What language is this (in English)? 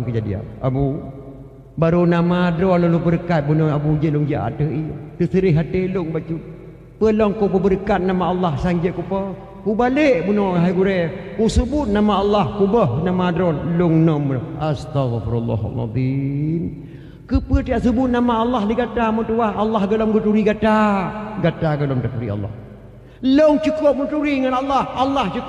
Achinese